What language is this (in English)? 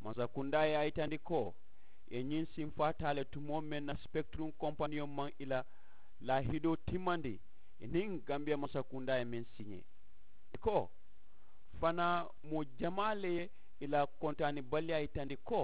Mandingo